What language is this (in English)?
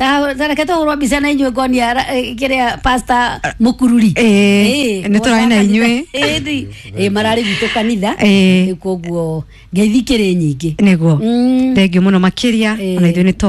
Kikuyu